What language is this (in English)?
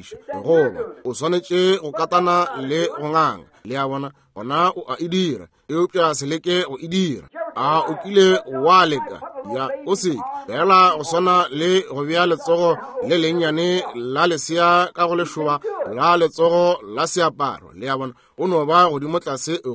Northern Sotho